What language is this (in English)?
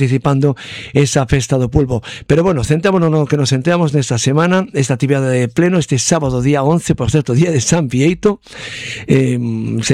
Galician